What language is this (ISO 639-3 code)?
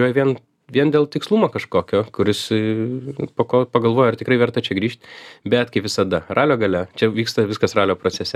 lit